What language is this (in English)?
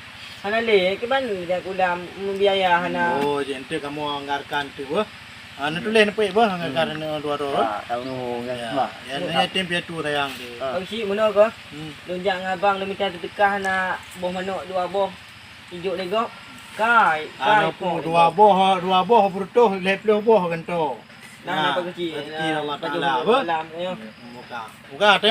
Achinese